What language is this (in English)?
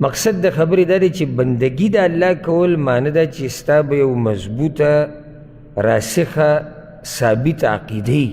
Pashto